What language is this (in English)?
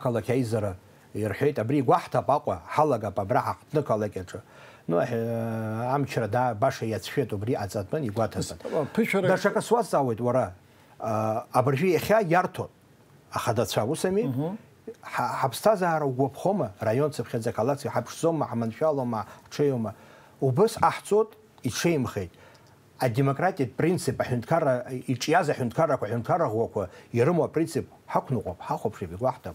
Abkhazian